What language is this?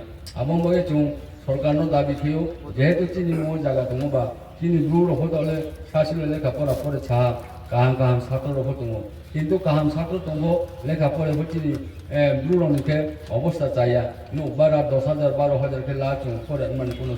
Riang (India)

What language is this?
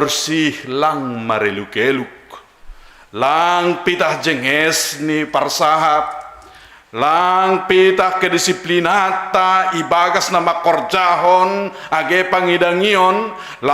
Batak Simalungun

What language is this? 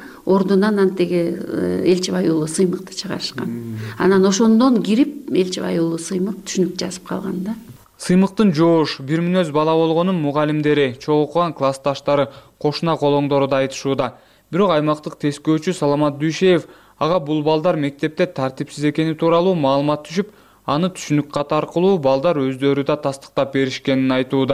Kyrgyz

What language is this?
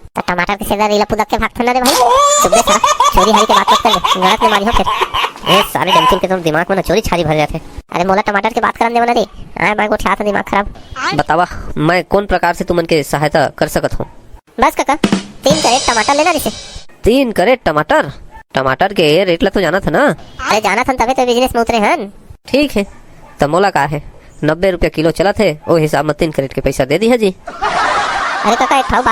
Chhattisgarhi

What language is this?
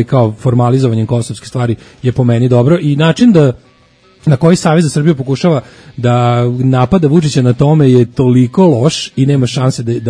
Serbian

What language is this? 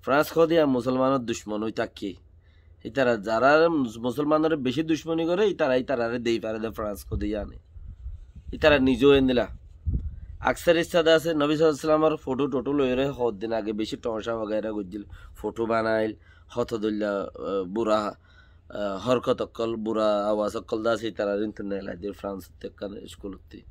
Rohingya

